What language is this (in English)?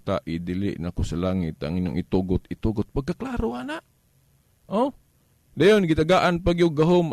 Cebuano